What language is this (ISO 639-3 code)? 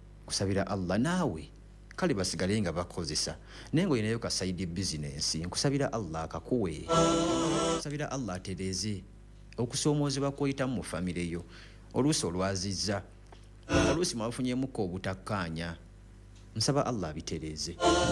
lug